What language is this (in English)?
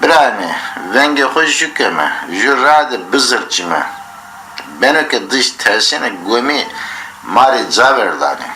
Zaza